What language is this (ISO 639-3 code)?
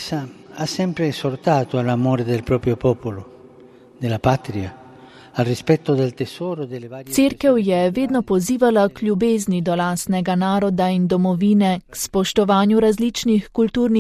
slv